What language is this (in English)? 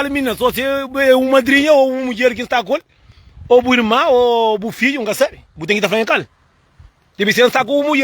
Kabuverdianu